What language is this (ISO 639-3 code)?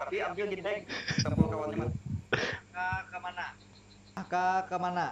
bjn